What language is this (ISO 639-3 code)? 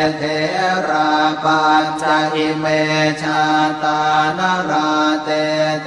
pli